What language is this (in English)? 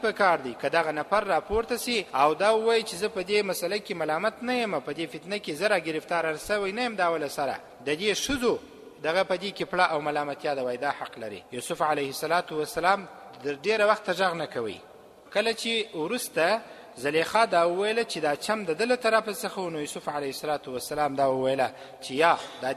Pashto